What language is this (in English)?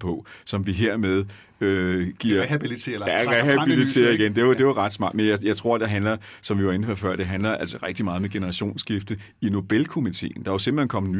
Danish